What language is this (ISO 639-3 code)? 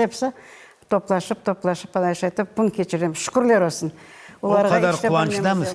crh